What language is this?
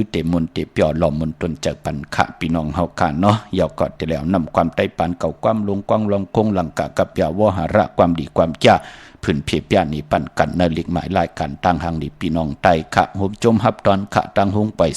Shan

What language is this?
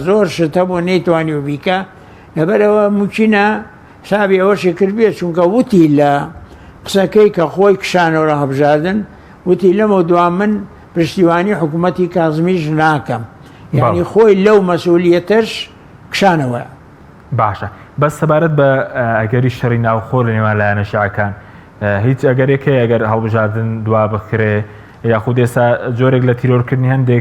Central Kurdish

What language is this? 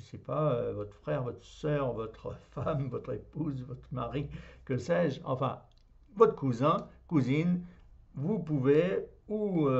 French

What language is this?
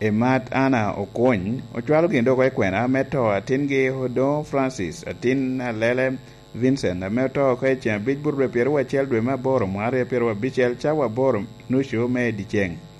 Lango (Uganda)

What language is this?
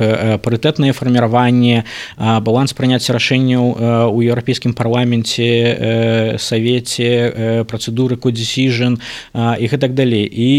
Belarusian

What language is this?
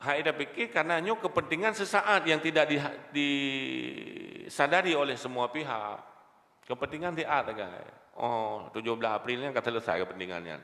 Achinese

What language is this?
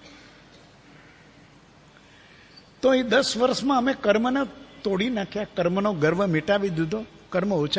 Gujarati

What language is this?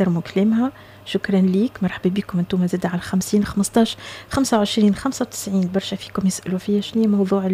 Tunisian Arabic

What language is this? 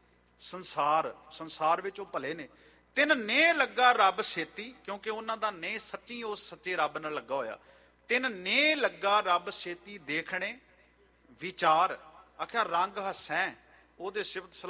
Punjabi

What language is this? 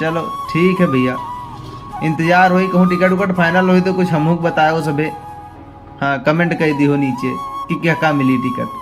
Awadhi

